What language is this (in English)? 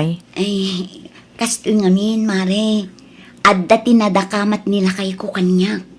Iloko